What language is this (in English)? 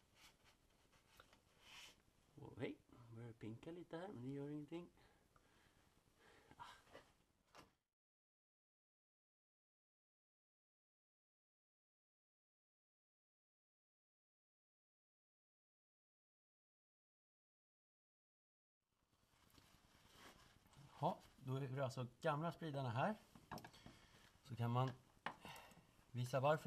Swedish